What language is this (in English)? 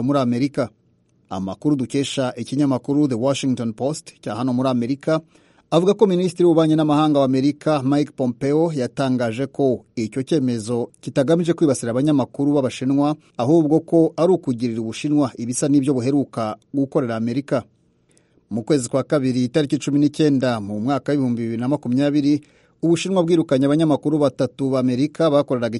Kinyarwanda